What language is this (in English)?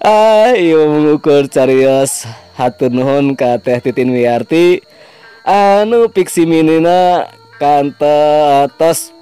Sundanese